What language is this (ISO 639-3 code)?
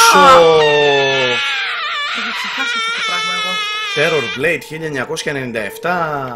ell